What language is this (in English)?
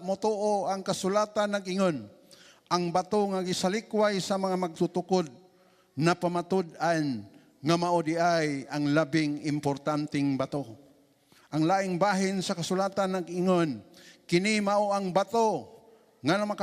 Cebuano